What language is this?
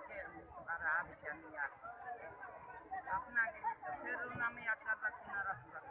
Maithili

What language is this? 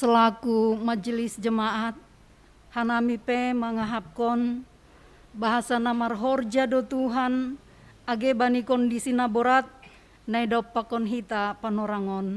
Batak Simalungun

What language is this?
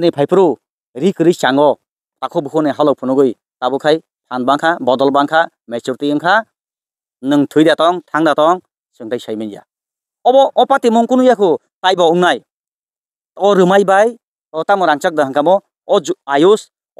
Kok Borok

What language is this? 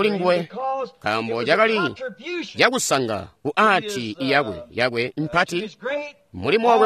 Tonga (Zambia)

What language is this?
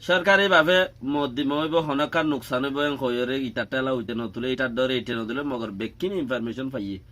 Rohingya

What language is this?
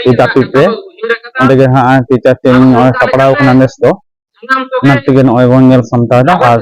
Santali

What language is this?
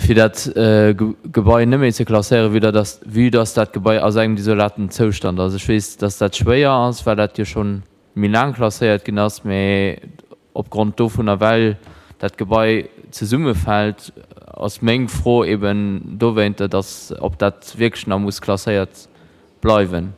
Luxembourgish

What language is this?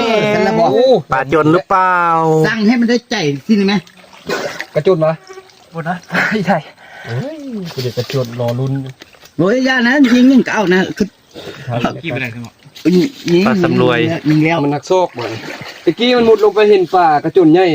Northeastern Thai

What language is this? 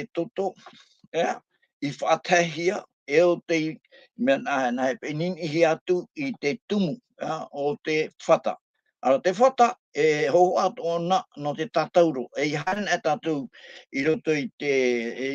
Tahitian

